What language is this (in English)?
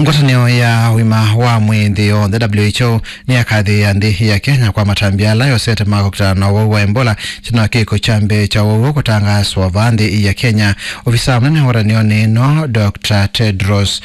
Kamba